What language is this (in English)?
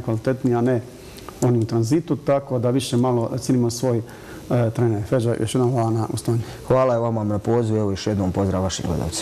Bosnian